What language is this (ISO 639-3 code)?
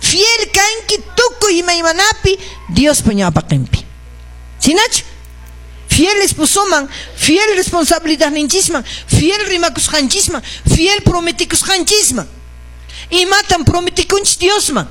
que